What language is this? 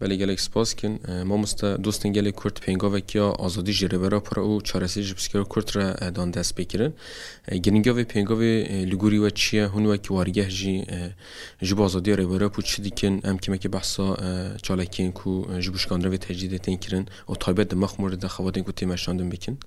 Kurdish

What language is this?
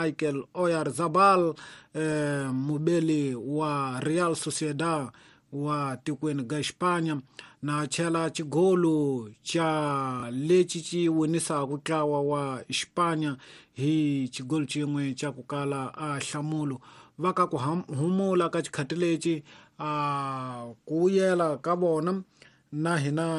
Tsonga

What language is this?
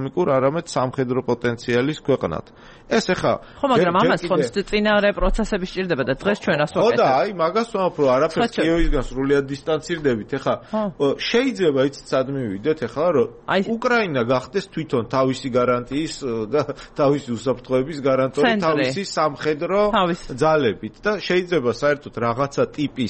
Georgian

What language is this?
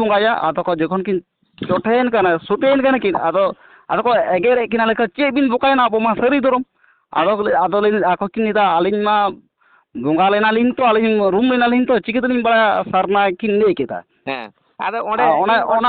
Santali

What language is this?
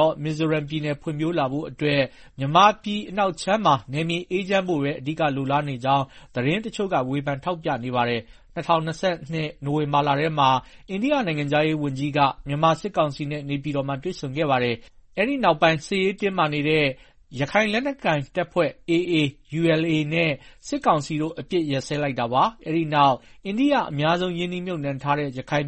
Burmese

